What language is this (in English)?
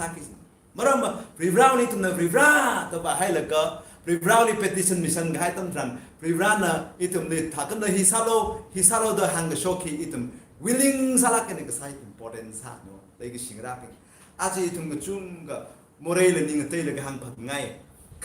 Tangkhul Naga (India)